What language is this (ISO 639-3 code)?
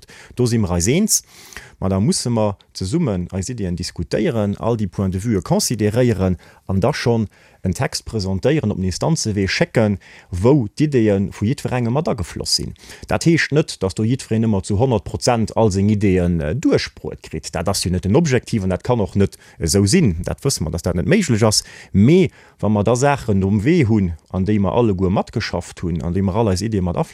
ltz